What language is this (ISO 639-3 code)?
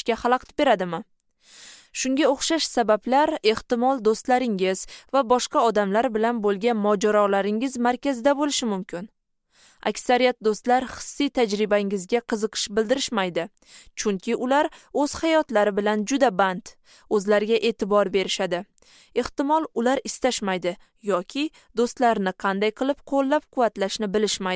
uzb